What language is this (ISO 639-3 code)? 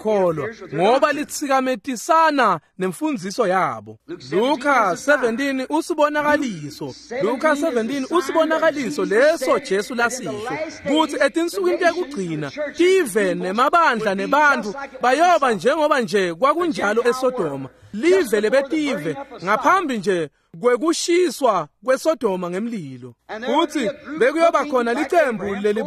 ssw